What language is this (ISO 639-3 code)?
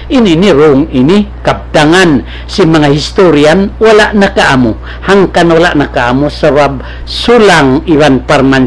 tsg